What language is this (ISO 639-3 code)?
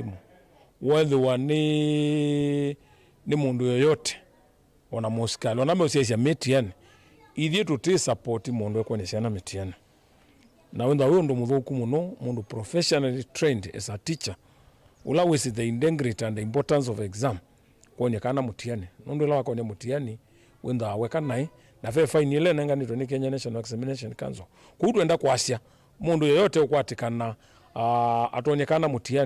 kam